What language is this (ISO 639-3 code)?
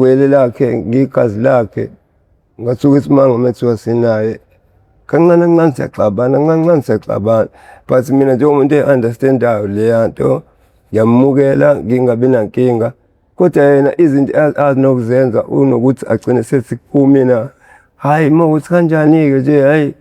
zul